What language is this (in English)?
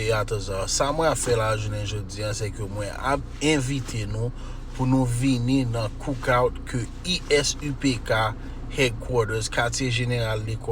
Haitian Creole